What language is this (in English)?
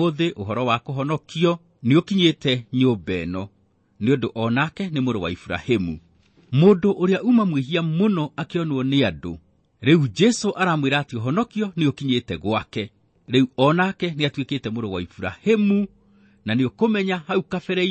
Kikuyu